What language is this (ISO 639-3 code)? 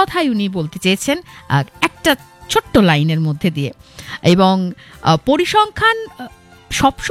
ben